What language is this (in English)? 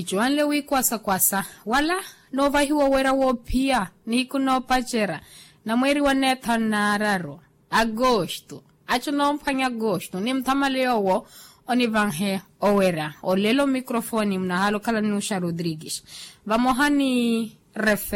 Makhuwa